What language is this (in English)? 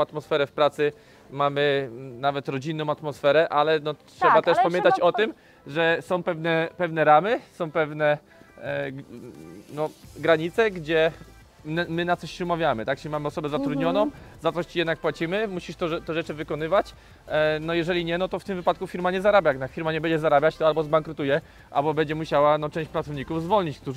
Polish